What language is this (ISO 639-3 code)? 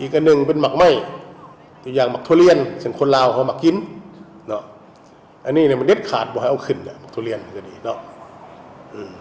lao